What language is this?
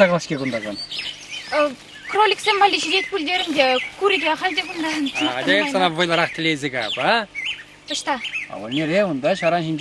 Chuvash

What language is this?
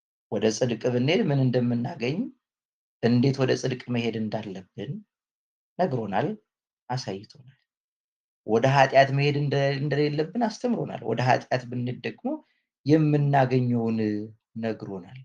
Amharic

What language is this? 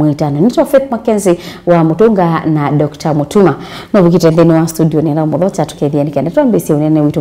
Kamba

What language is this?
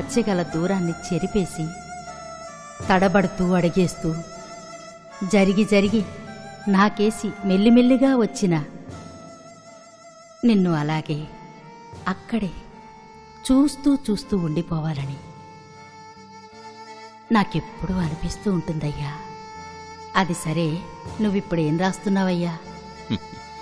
Telugu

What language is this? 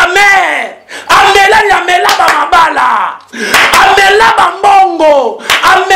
Lingala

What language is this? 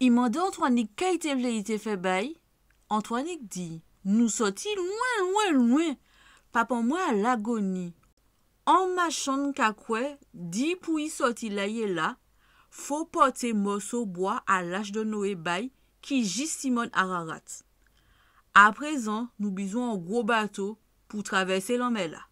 Guadeloupean Creole French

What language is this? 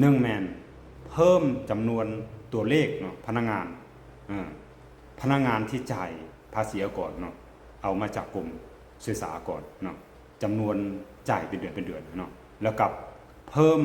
Lao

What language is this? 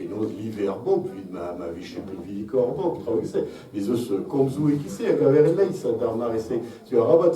Breton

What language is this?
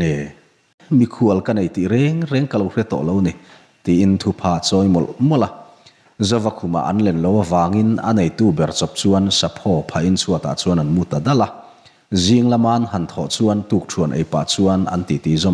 Mizo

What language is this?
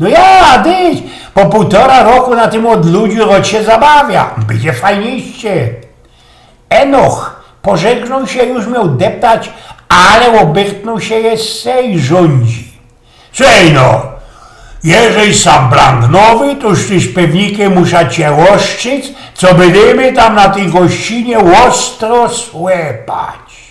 Silesian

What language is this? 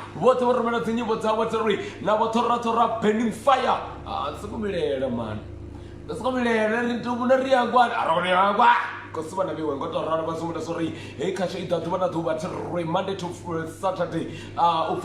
Venda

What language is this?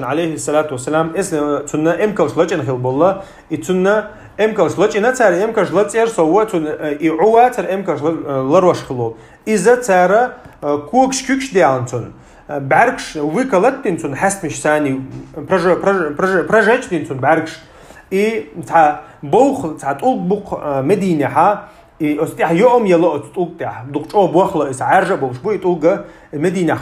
Chechen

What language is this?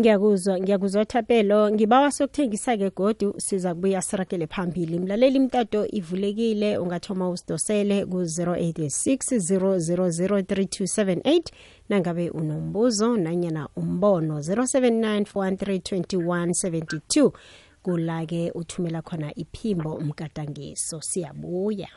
South Ndebele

